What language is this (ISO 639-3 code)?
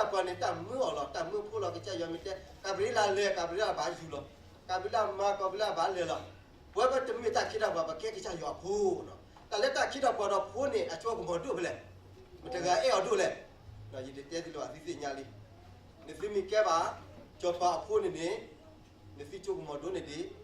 ksw